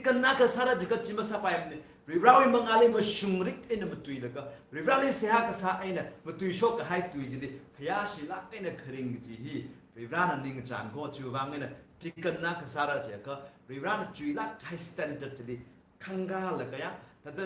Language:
Tangkhul Naga (India)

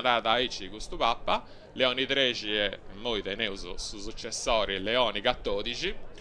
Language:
Sardinian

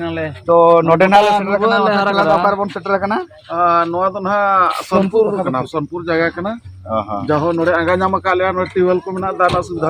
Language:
Santali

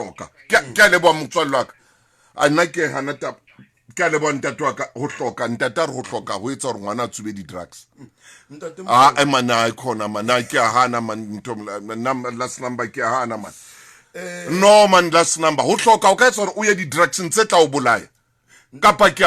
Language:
Southern Sotho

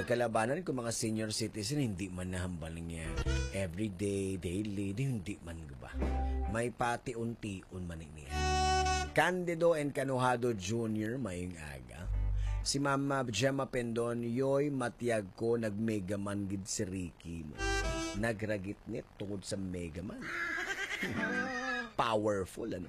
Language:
Hiligaynon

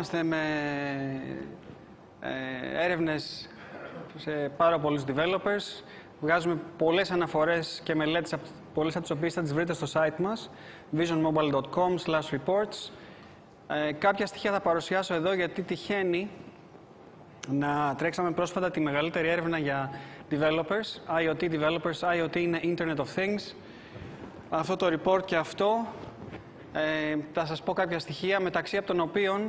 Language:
Greek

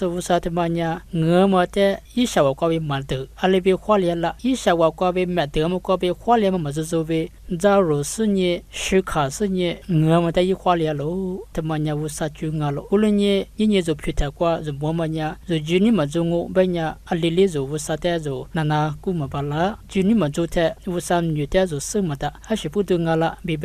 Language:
Lisu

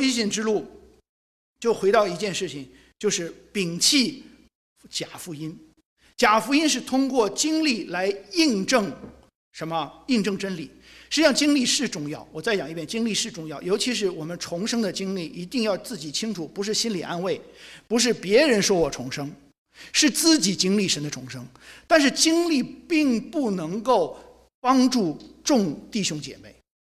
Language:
Chinese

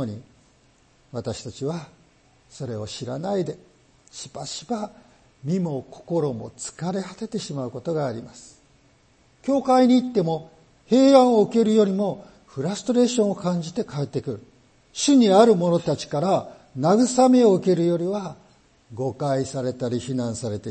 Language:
Japanese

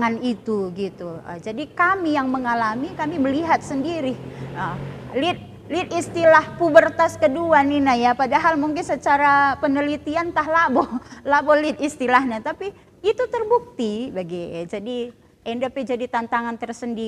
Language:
Batak Karo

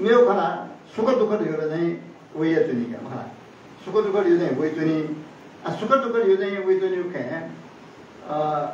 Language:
Newari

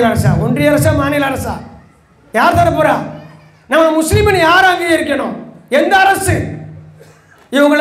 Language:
Tamil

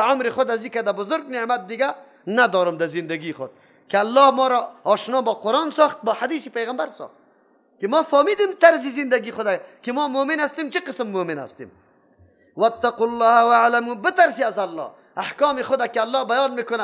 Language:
Persian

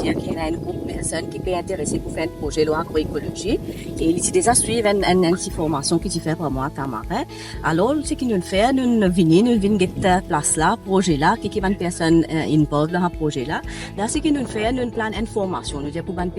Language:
Morisyen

